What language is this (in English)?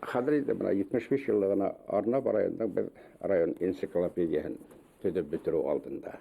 Bashkir